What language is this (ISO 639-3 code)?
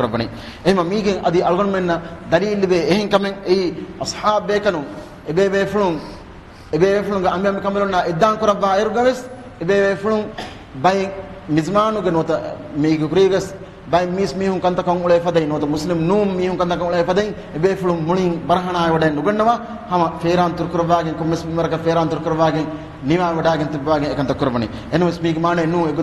div